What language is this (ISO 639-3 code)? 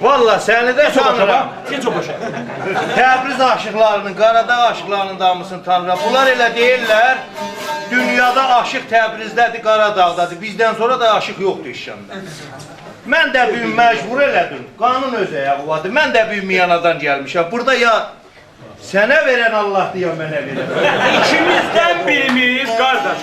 azb